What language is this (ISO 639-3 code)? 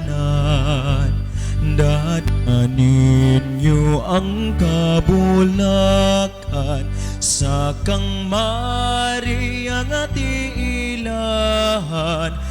ceb